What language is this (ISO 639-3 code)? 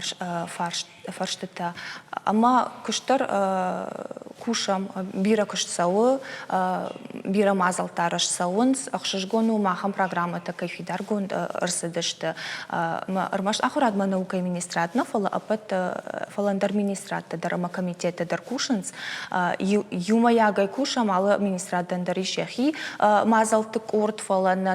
oss